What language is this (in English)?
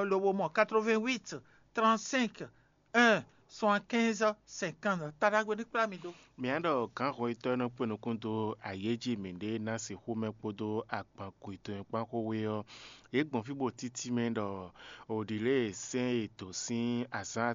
Fon